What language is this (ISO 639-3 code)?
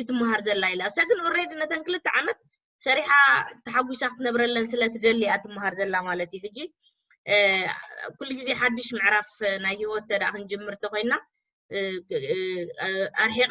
tir